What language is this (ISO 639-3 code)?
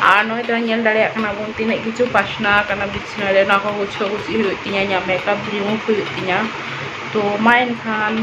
sat